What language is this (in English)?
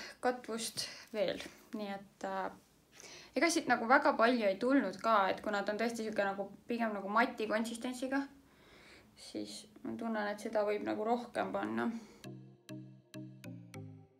Estonian